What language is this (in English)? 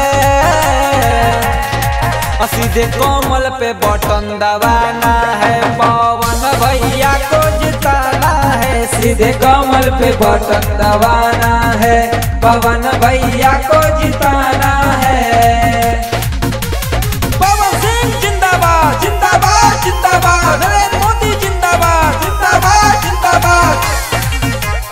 Bhojpuri